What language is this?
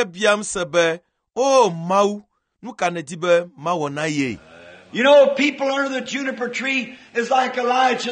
Ewe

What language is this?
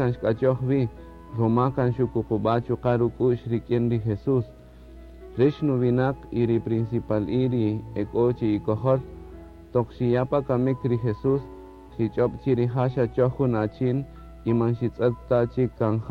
Kaqchikel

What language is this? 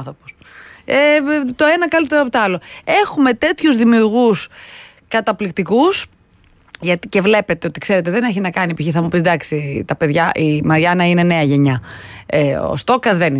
Greek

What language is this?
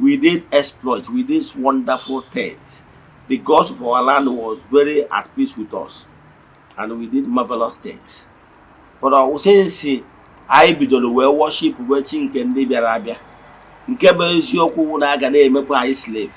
Igbo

